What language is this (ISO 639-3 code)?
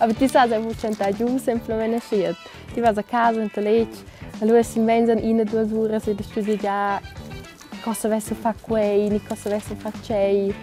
roh